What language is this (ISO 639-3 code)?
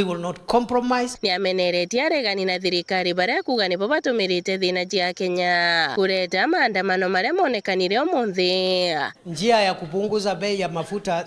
mer